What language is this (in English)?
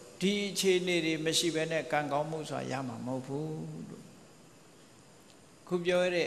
Burmese